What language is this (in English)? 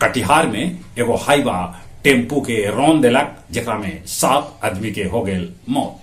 Magahi